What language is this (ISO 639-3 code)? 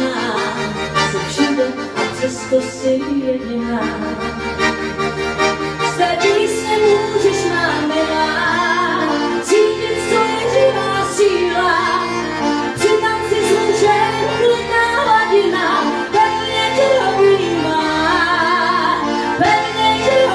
ces